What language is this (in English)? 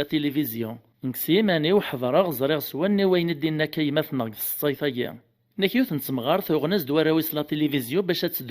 Kabyle